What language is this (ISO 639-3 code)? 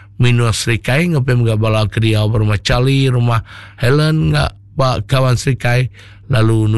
iba